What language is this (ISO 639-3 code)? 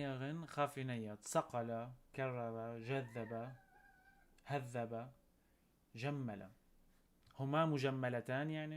apc